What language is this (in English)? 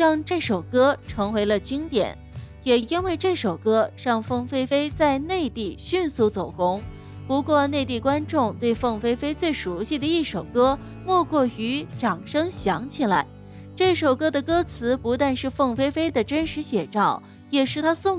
Chinese